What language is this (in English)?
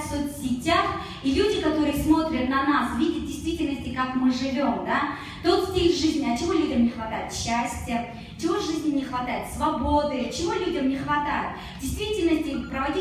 Russian